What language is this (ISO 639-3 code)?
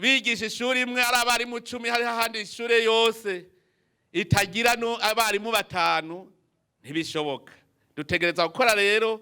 run